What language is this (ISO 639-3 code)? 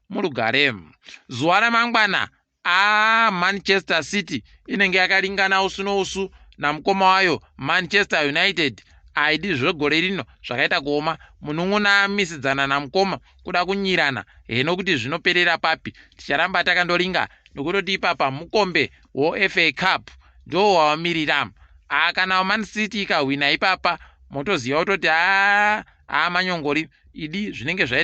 ndc